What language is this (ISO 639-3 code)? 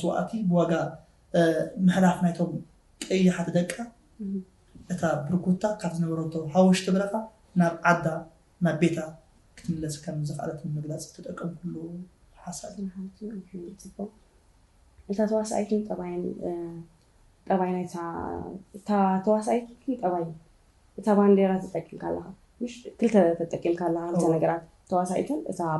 tir